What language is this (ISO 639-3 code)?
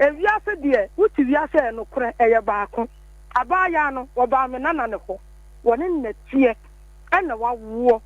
aka